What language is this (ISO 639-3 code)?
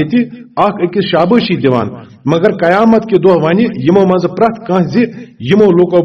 kas